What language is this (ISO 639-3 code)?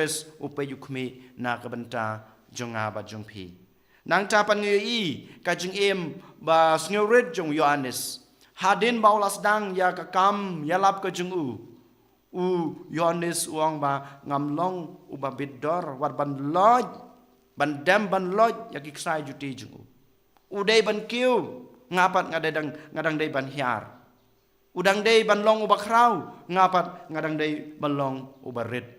kha